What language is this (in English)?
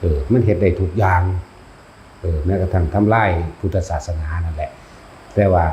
Lao